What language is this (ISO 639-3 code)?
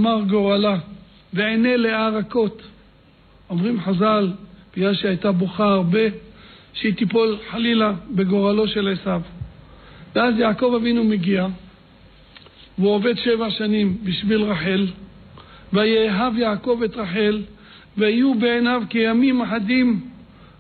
heb